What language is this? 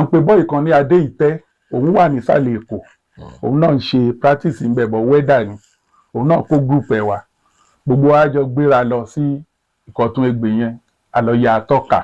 Yoruba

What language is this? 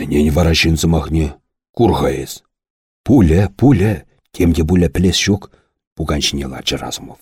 Chuvash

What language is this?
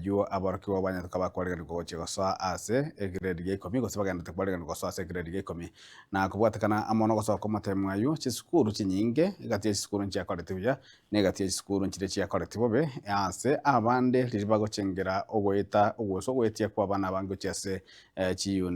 Gusii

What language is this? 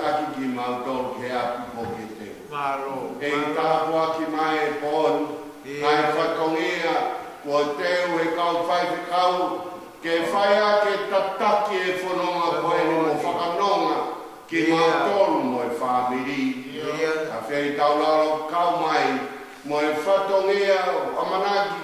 Tongan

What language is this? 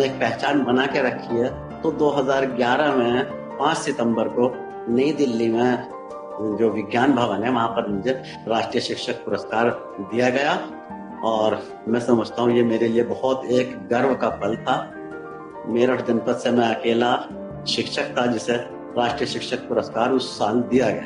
Hindi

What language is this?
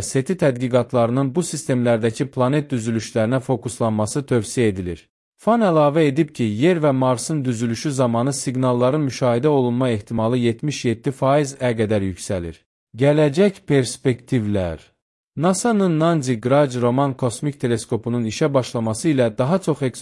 Azerbaijani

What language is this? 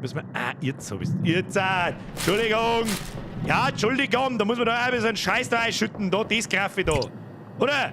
Bavarian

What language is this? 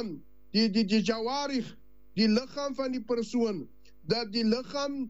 Afrikaans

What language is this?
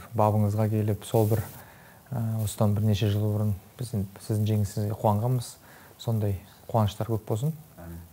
Kazakh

